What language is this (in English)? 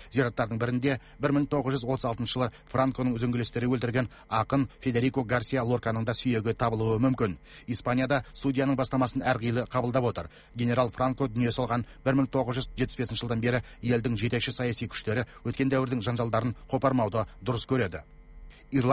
Kazakh